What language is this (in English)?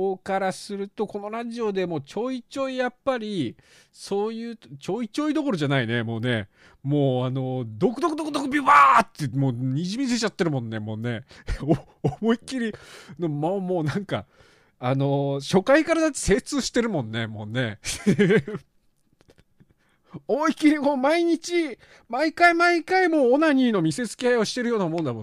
Japanese